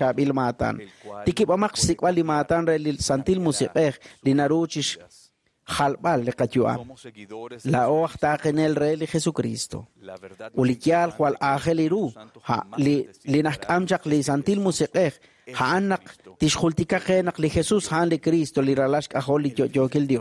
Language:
Kekchí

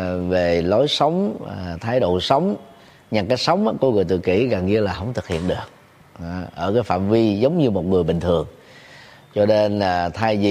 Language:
Vietnamese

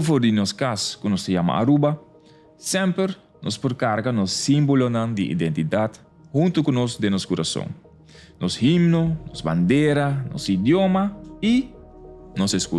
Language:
Papiamento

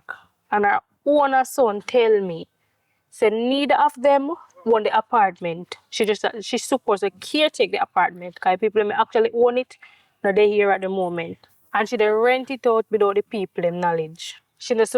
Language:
Jamaican Creole English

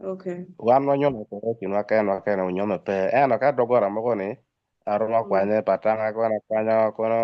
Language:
Acoli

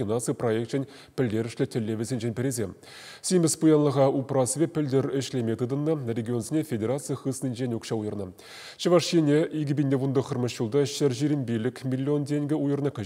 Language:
Chuvash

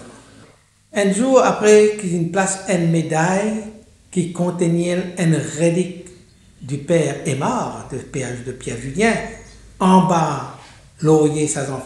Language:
Morisyen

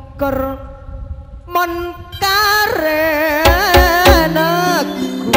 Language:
Madurese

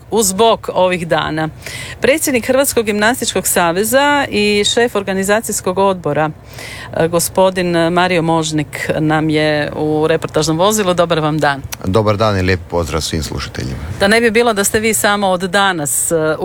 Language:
Croatian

